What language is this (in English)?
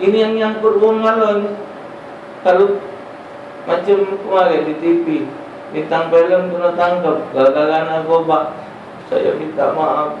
Musi